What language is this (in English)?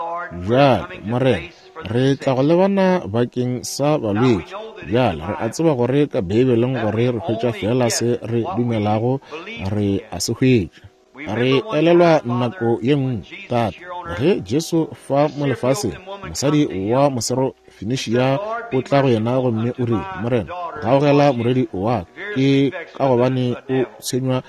Northern Sotho